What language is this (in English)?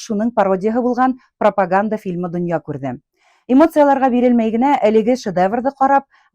Bashkir